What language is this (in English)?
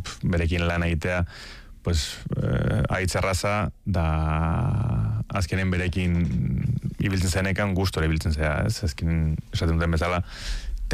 Basque